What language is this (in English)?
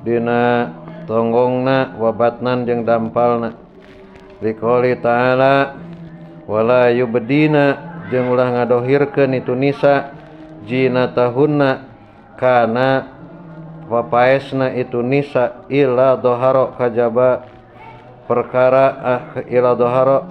Sundanese